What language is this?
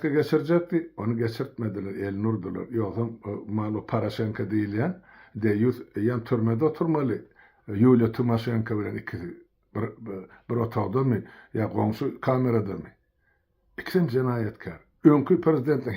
Turkmen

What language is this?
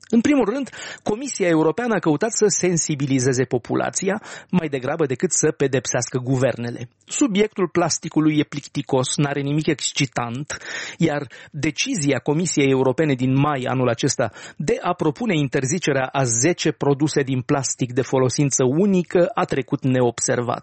Romanian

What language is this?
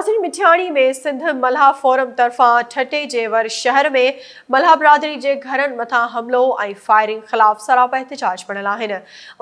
Sindhi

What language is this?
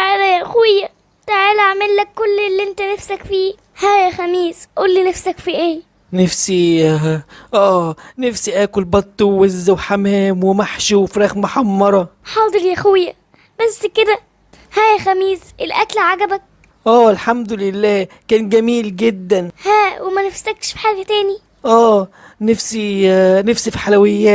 Egyptian Arabic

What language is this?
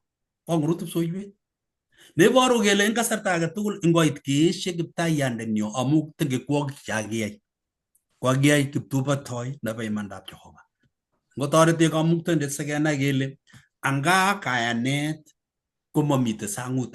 Kalenjin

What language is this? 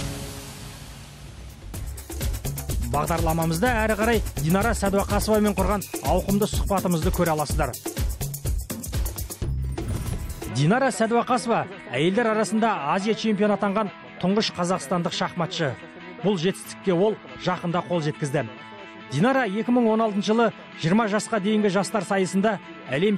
Kazakh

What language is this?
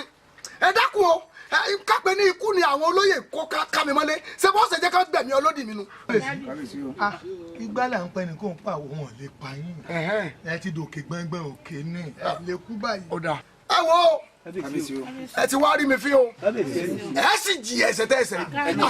Yoruba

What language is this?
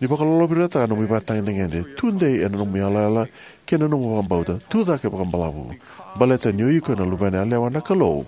Fijian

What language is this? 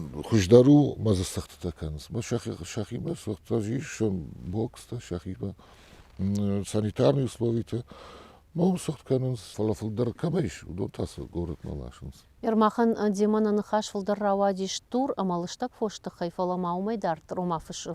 Ossetic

